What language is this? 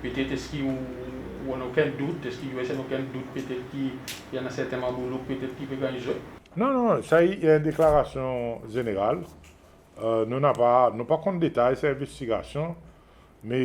Seselwa Creole French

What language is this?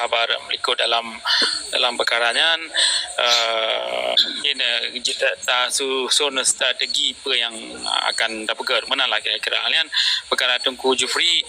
Achinese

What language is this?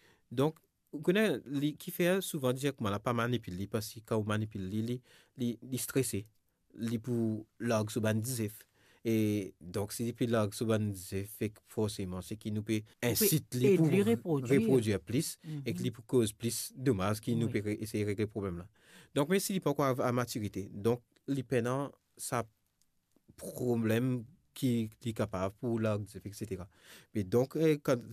Morisyen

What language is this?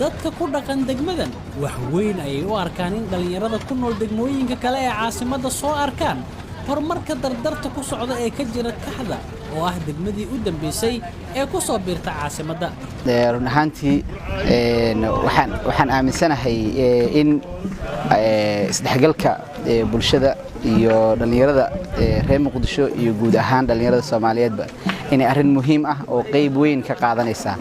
Somali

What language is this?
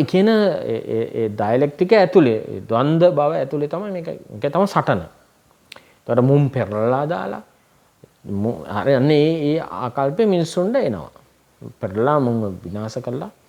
Sinhala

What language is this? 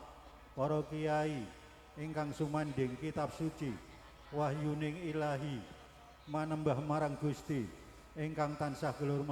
Javanese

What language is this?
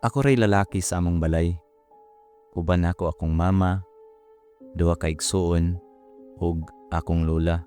Cebuano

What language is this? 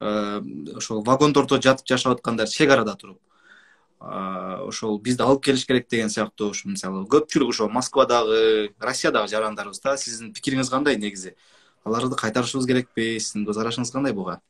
Kyrgyz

